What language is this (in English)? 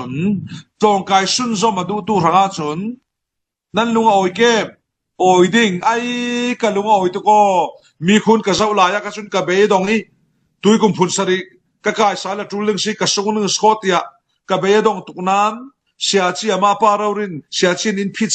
Falam Chin